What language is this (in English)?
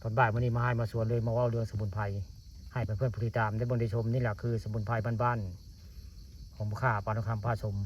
Northeastern Thai